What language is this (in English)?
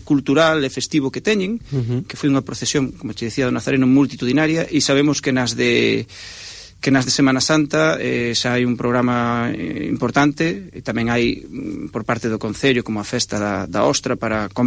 Galician